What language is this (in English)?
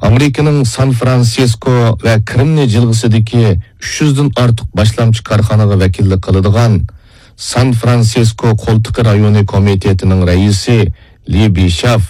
Uyghur